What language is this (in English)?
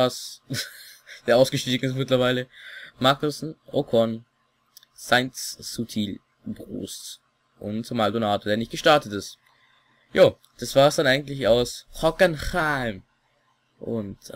German